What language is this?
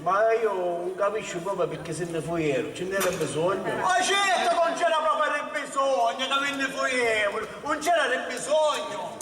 Sicilian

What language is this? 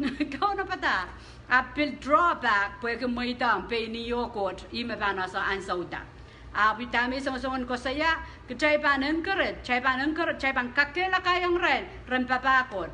Pohnpeian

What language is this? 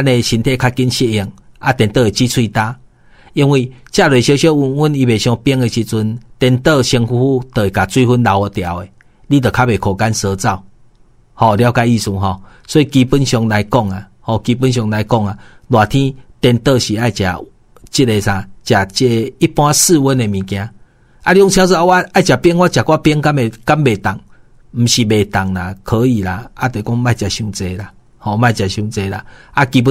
Min Nan Chinese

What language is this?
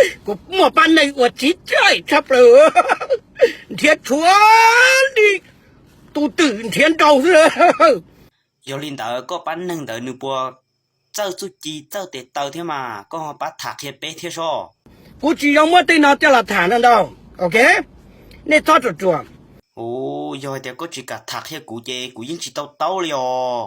Hmong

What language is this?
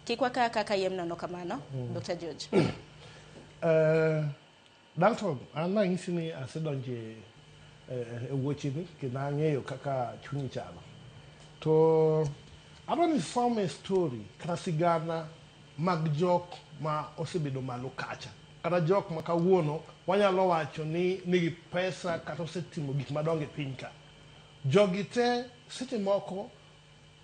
Luo (Kenya and Tanzania)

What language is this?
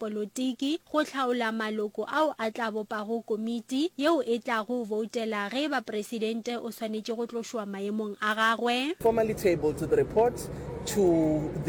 Northern Sotho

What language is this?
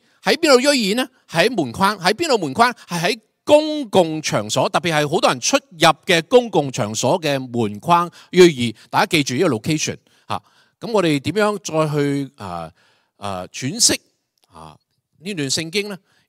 Cantonese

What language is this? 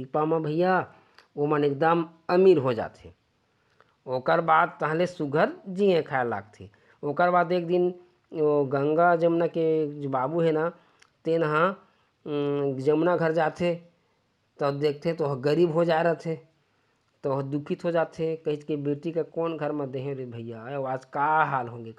Chhattisgarhi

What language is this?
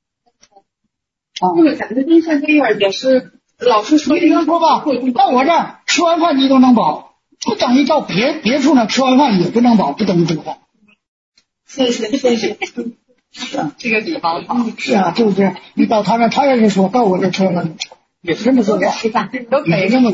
Chinese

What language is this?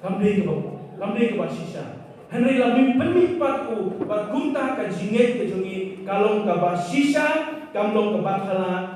Khasi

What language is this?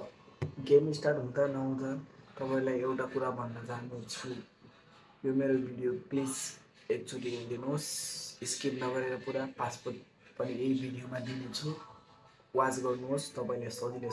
Nepali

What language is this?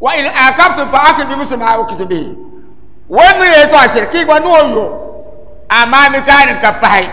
Dagbani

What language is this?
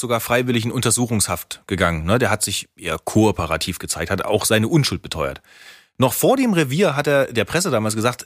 German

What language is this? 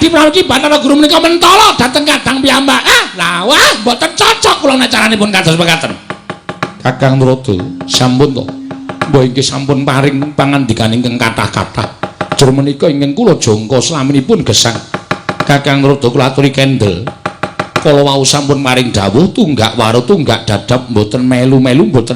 Javanese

